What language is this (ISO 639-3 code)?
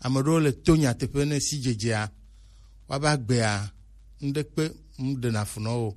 gej